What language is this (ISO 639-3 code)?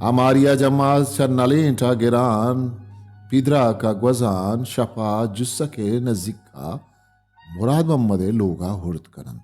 bal